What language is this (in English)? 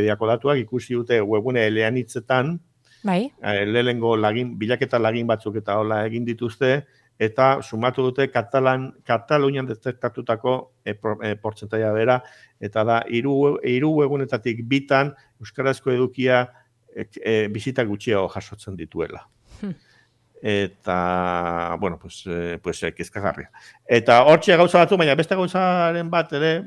Basque